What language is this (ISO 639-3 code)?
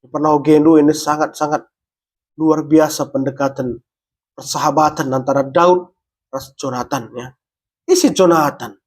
btx